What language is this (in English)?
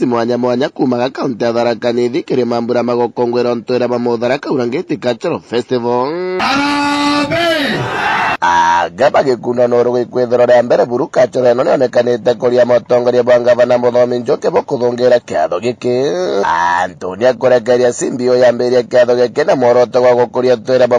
Meru